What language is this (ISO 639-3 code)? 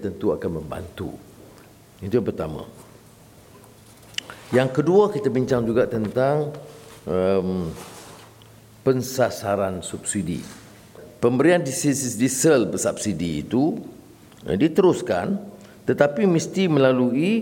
msa